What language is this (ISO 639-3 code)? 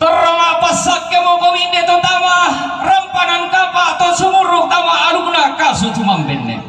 sda